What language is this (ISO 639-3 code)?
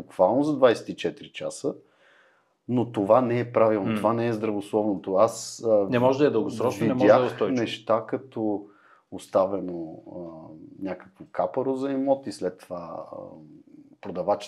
bul